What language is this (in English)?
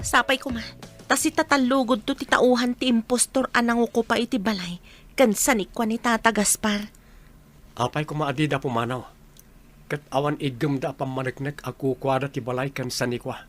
Iloko